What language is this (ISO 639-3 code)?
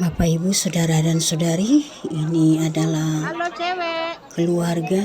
sda